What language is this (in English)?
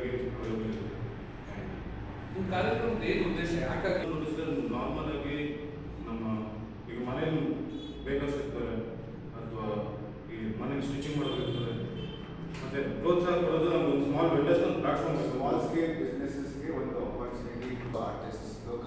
Kannada